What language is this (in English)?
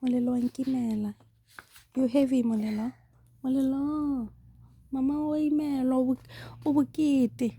Tswana